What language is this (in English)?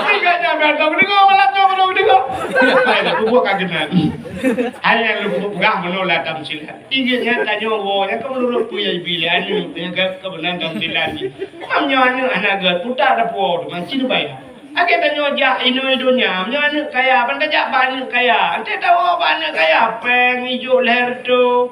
Achinese